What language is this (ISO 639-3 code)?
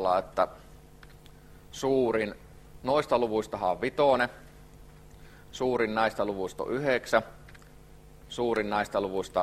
fin